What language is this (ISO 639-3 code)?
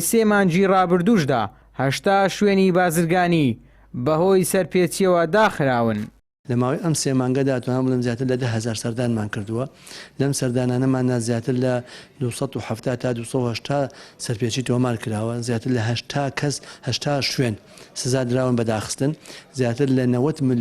ckb